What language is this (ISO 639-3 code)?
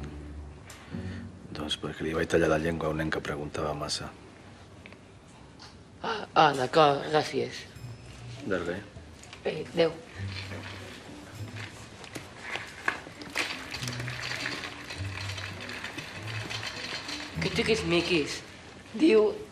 cat